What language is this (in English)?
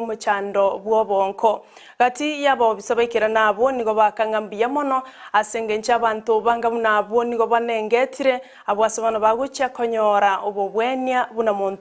Gusii